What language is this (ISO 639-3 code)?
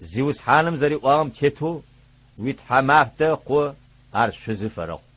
ady